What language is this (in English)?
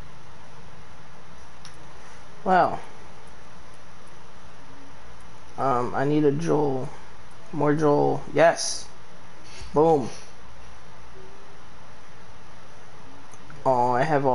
English